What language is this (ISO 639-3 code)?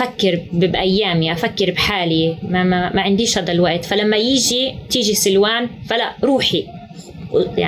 apc